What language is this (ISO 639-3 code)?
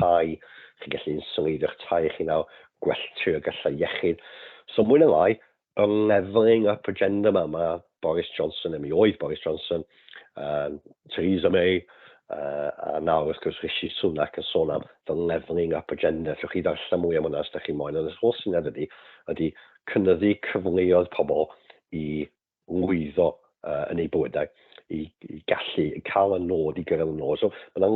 cym